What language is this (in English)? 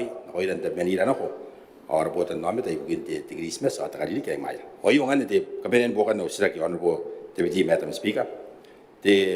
Gilbertese